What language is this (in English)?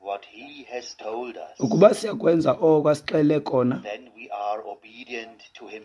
Xhosa